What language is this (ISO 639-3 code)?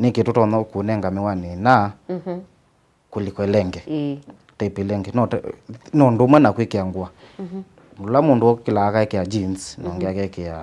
kam